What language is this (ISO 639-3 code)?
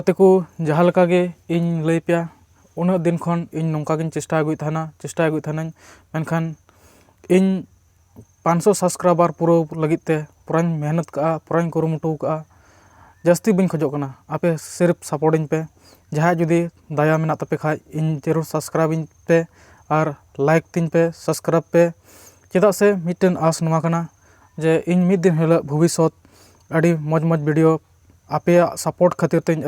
sat